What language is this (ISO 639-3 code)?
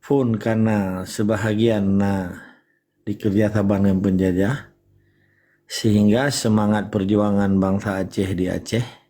ace